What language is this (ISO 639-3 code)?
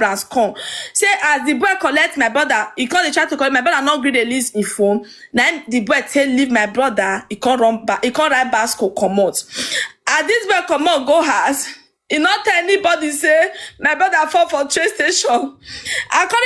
pcm